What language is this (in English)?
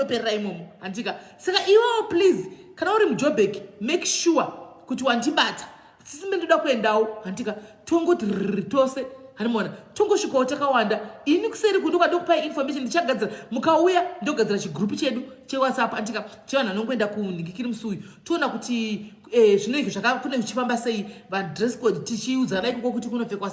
Shona